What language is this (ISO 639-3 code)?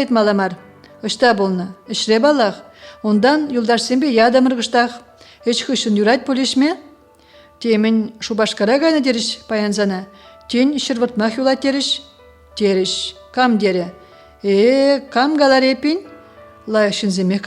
chv